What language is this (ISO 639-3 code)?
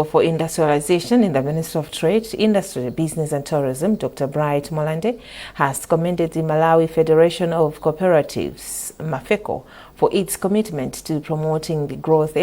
eng